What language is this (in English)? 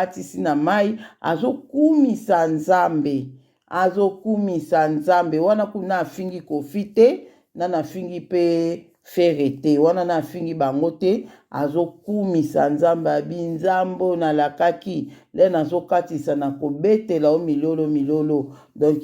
Lingala